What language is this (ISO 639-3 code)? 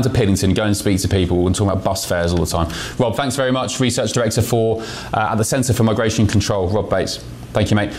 eng